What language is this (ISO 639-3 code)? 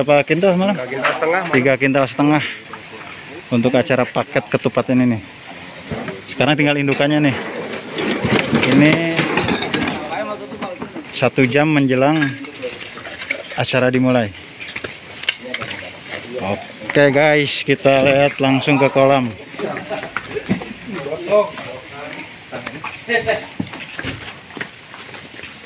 ind